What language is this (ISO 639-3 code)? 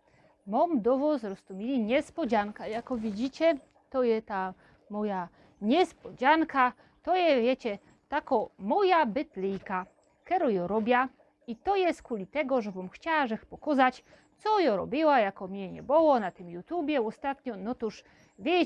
szl